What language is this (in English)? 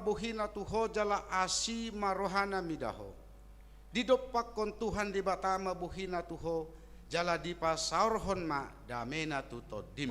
Batak Toba